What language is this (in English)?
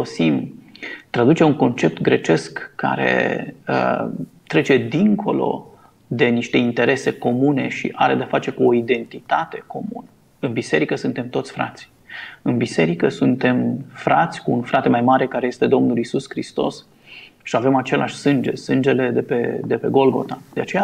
Romanian